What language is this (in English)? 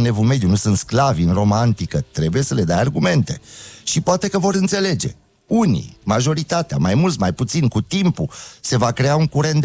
Romanian